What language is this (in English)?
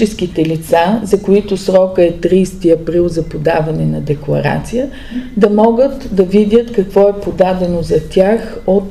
Bulgarian